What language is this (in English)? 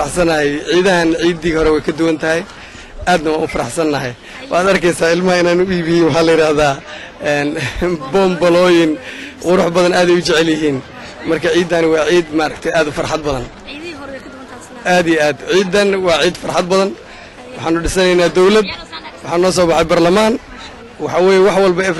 Somali